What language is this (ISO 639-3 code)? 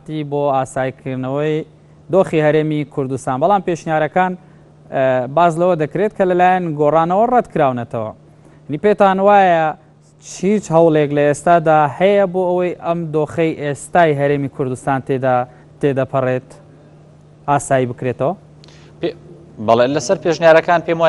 ckb